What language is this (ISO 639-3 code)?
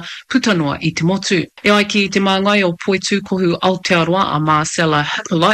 mri